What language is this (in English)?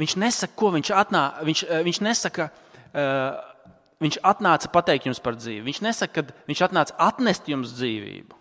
Latvian